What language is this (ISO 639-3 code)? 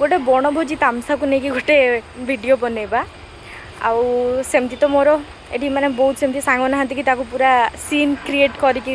ori